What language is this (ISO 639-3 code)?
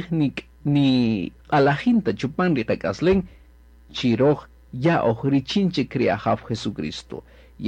cak